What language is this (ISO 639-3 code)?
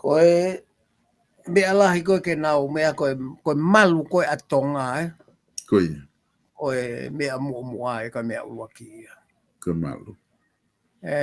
ton